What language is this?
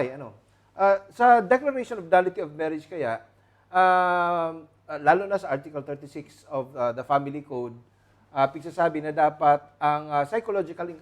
Bikol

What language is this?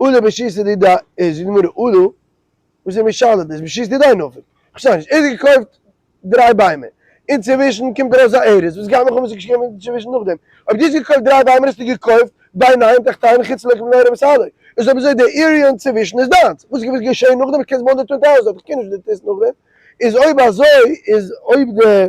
Yiddish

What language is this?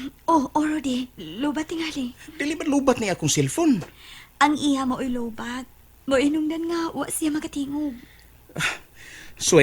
Cebuano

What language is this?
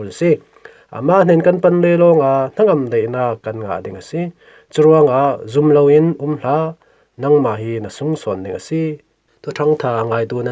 Falam Chin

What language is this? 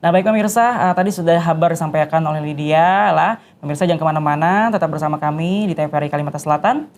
Banjar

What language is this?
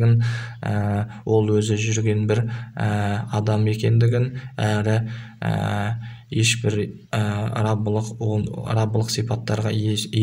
Kazakh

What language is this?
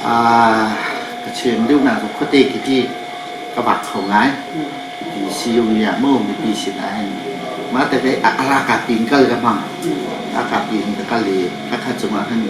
Hakha Chin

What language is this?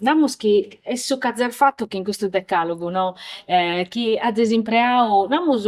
Sardinian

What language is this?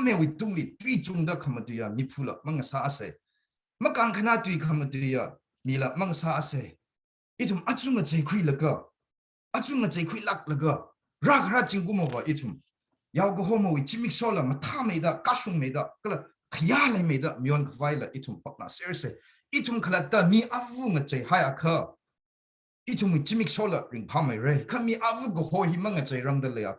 Tangkhul Naga (India)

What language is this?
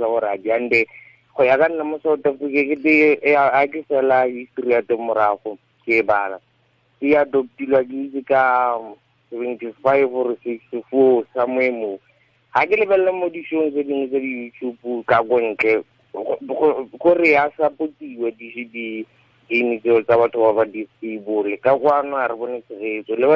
Tswana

